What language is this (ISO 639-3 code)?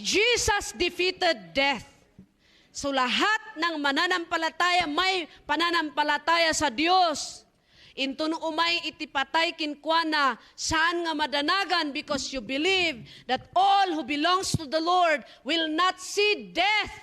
ilo